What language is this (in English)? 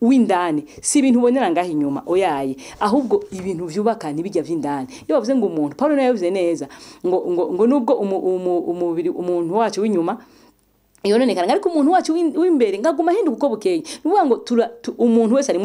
Rundi